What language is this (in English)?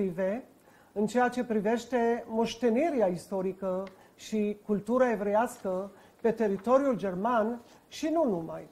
Romanian